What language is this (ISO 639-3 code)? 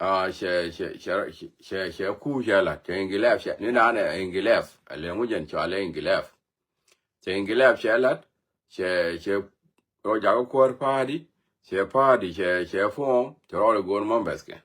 nus